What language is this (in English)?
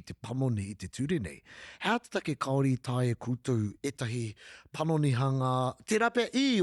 Māori